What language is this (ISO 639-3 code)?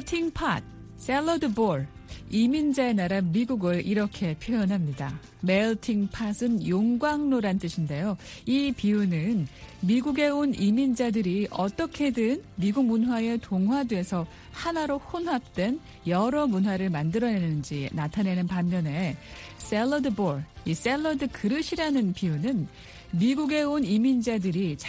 kor